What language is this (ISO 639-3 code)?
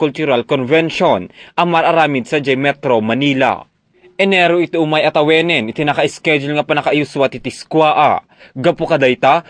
ilo